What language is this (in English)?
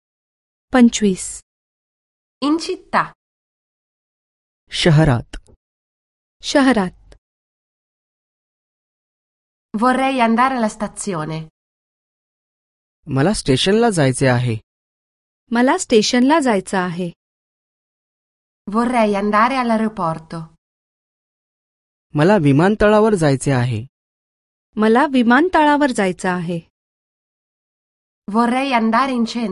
Marathi